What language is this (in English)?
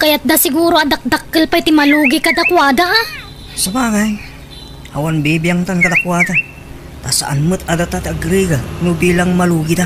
Iloko